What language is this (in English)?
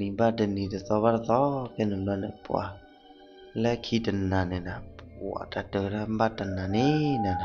S'gaw Karen